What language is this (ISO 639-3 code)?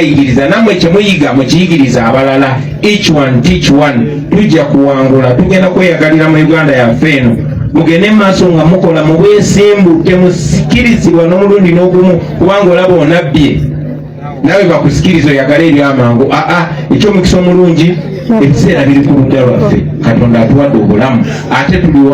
lug